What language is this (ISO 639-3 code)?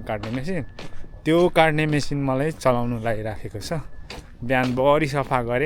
nep